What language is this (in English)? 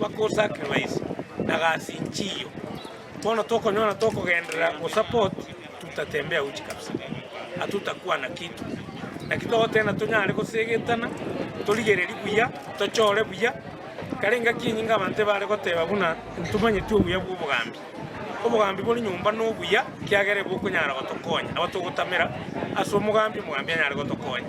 Gusii